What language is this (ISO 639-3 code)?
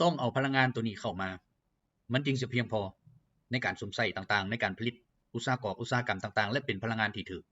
lao